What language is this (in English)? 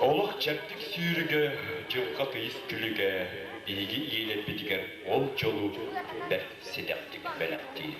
Yakut